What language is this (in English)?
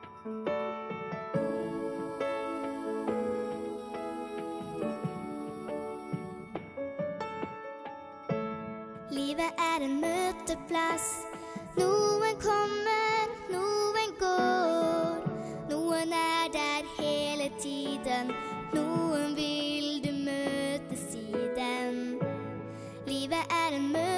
Norwegian